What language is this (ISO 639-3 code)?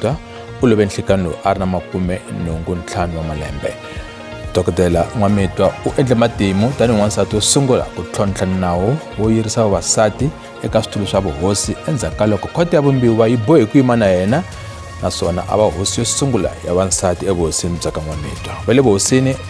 tso